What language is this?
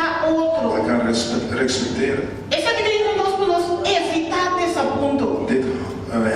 Papiamento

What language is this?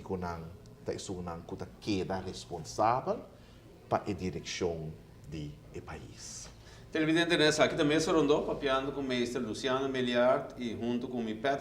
Papiamento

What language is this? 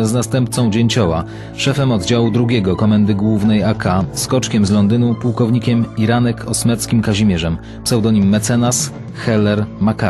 Polish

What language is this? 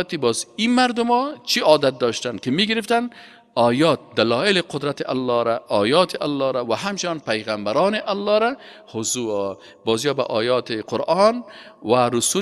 Persian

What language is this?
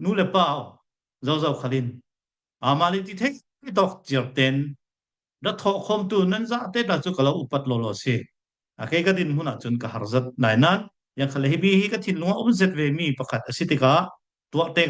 Falam Chin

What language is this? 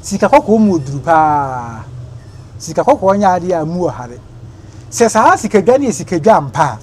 Akan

